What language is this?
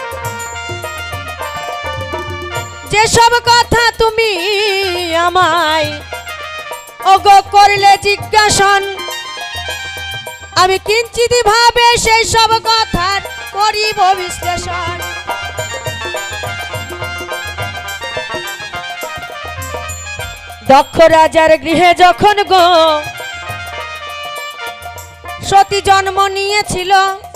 Bangla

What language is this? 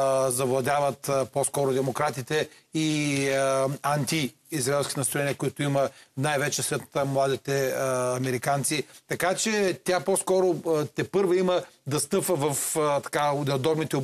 Bulgarian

